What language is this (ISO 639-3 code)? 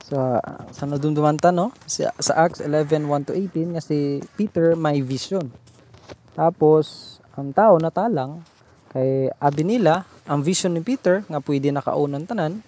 hil